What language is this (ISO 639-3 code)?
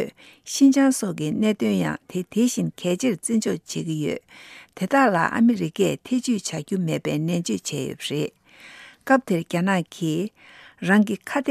bod